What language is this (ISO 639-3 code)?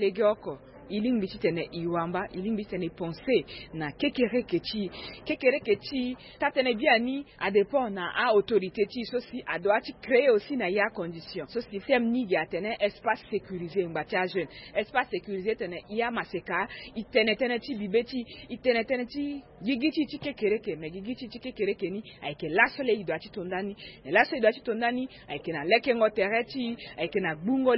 sag